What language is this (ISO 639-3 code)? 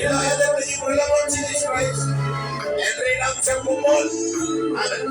mah